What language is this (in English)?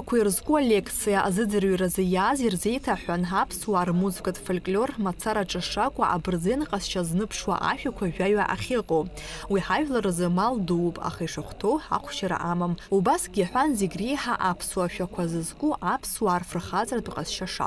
Abkhazian